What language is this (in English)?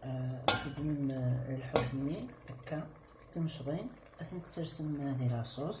Kabyle